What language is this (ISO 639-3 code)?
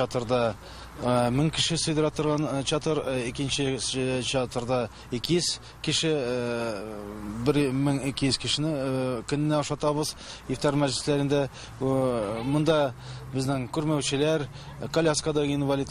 tat